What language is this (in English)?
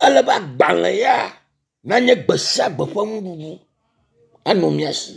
Ewe